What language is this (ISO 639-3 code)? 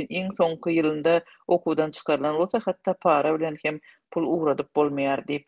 tuk